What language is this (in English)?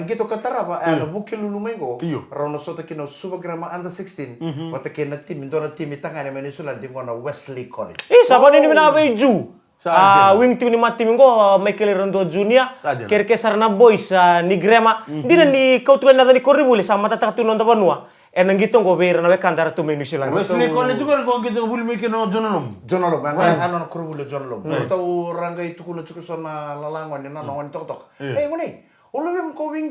Fijian